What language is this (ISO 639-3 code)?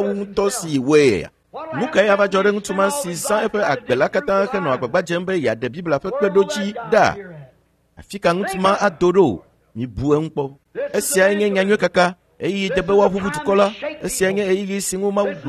ewe